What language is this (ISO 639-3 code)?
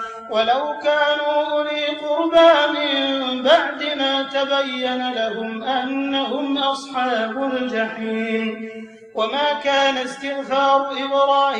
ara